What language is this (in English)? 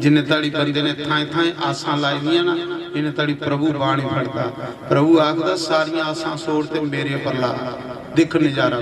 Dogri